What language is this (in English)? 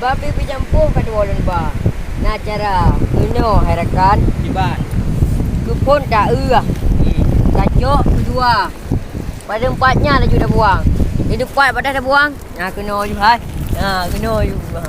Achinese